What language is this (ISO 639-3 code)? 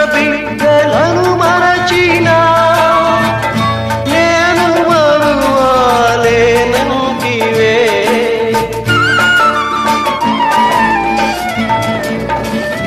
tel